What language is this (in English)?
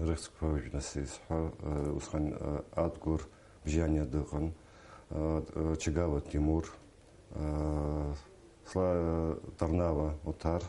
Abkhazian